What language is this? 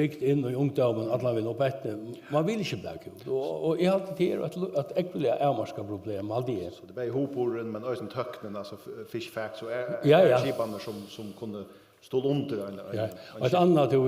Faroese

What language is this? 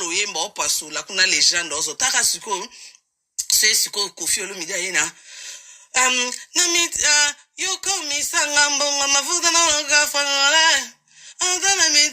Lingala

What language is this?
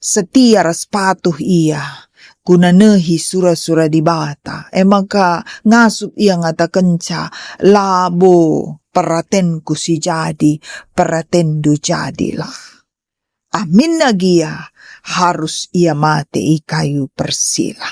Batak Karo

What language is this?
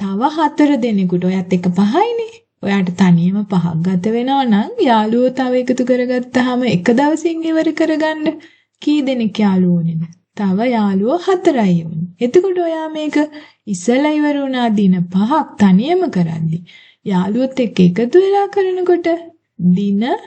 Sinhala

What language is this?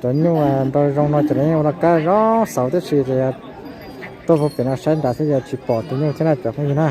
Hmong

